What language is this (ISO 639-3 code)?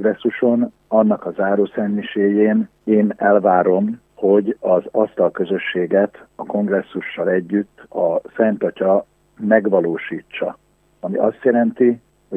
hun